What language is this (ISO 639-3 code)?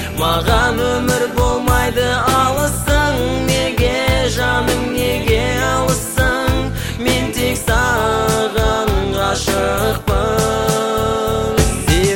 kaz